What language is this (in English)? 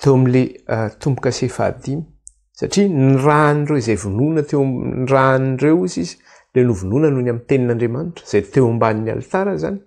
Malagasy